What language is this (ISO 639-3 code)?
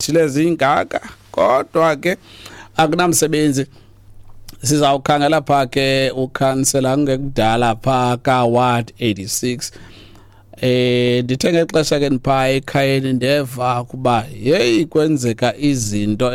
xho